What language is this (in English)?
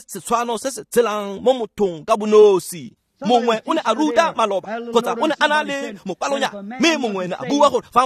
Tswana